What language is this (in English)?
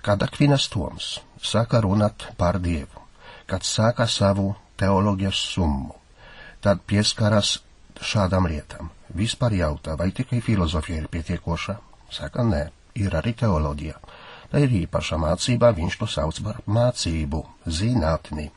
Latvian